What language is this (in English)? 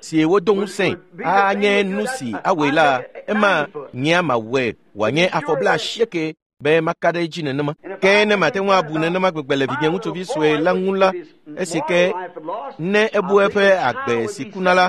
Ewe